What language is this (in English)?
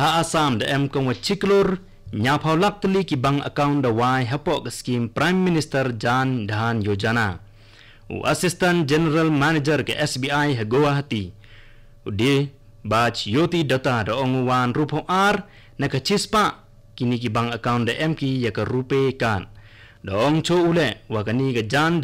Khasi